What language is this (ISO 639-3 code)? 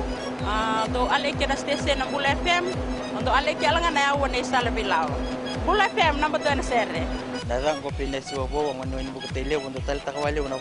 fij